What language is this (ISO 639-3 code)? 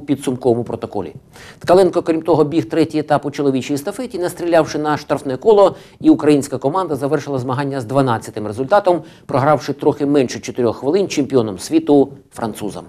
ukr